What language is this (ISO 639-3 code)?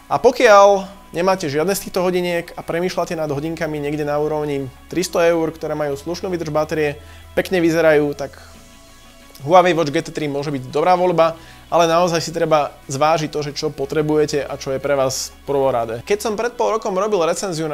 slk